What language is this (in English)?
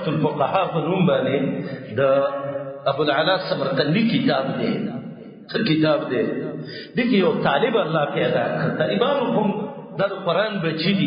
Pashto